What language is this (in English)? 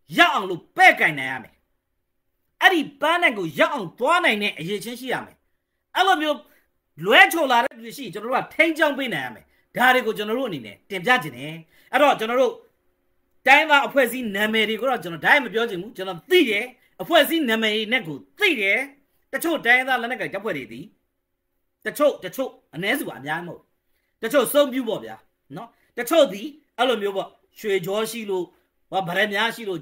Burmese